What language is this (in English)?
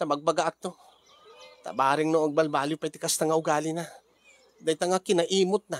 Iloko